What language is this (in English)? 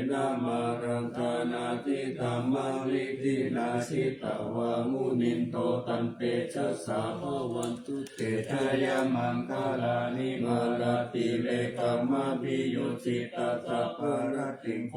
Pali